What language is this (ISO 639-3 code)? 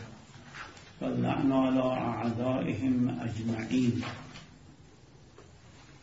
fas